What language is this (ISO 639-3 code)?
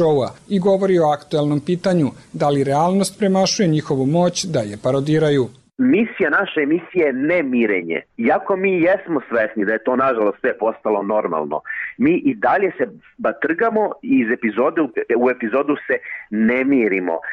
srp